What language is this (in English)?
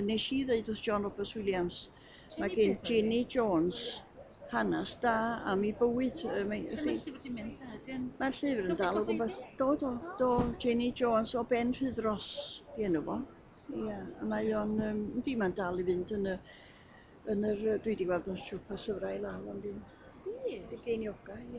Welsh